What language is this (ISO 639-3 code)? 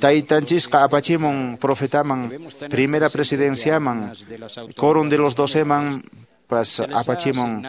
que